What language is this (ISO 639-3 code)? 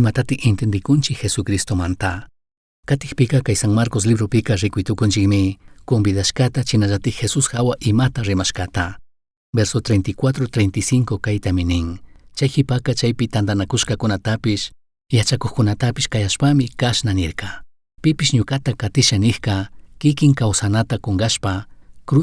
qug